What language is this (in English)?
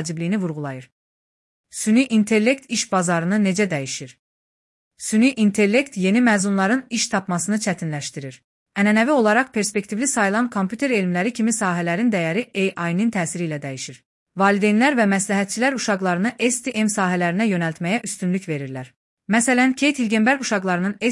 Azerbaijani